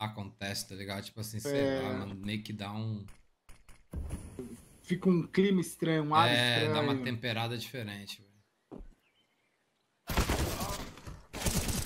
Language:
Portuguese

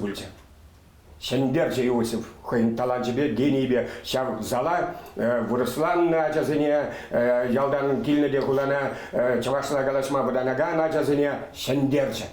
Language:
Chuvash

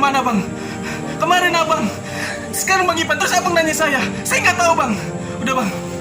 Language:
Betawi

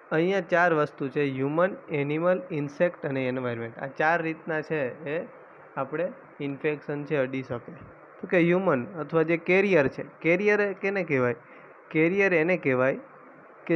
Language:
Gujarati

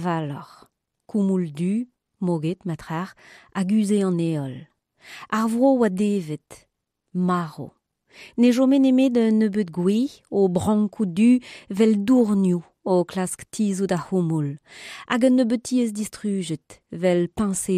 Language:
Breton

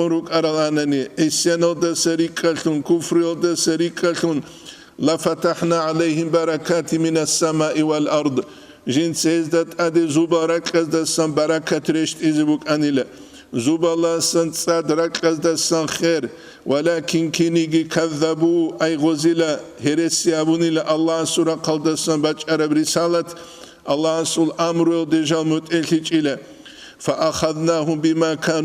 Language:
Avaric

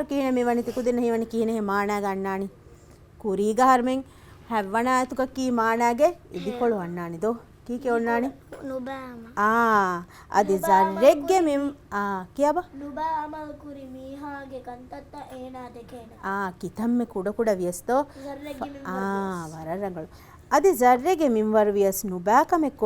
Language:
Divehi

